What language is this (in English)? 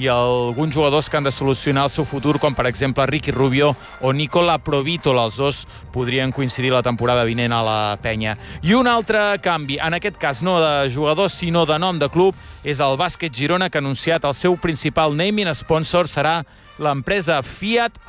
Catalan